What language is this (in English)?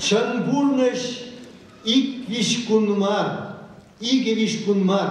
Chuvash